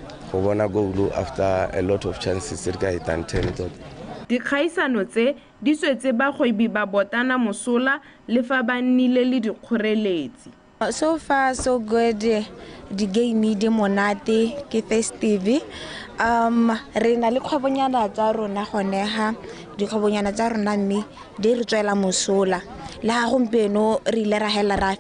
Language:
Tswana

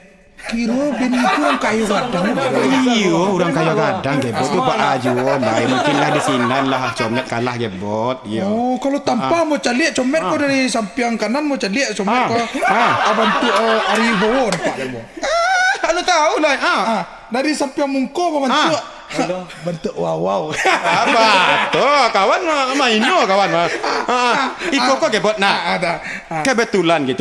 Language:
Minangkabau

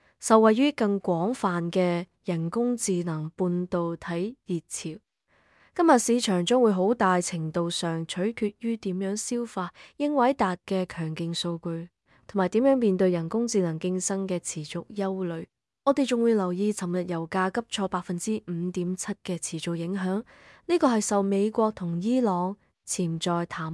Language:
Cantonese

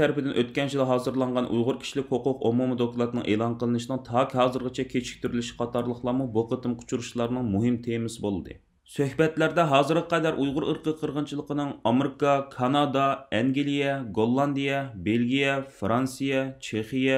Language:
Uyghur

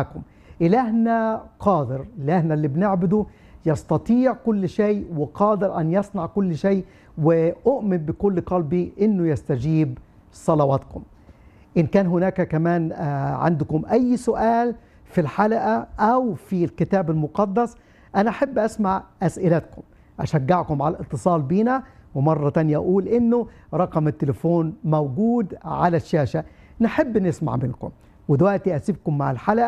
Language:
Egyptian Arabic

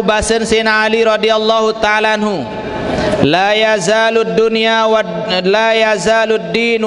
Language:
Sasak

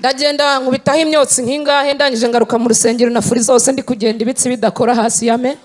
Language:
Kinyarwanda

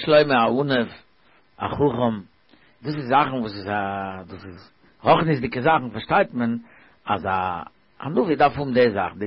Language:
Yiddish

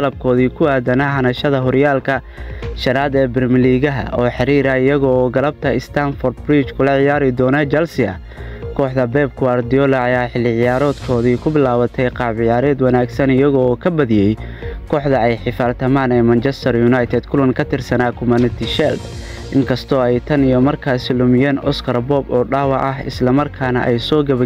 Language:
Somali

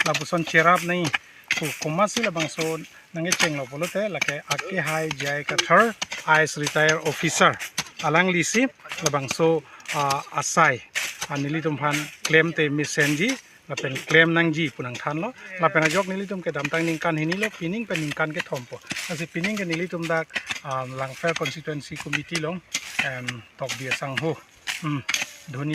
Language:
Karbi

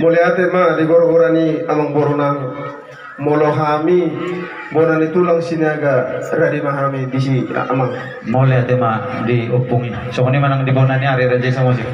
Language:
Batak Toba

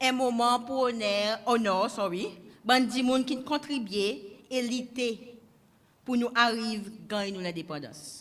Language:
Seselwa Creole French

